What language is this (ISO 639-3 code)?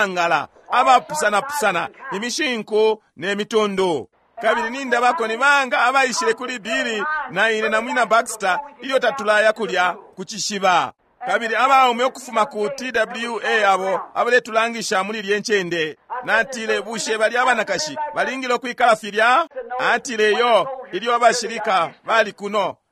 bem